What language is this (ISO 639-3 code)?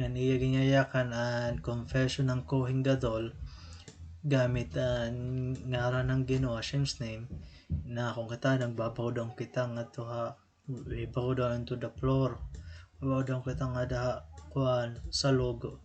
war